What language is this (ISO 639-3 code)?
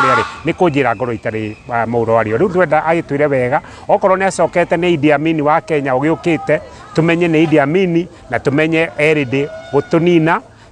kik